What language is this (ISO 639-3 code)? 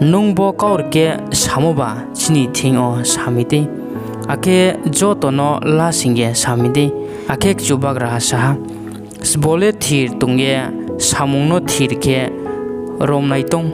ria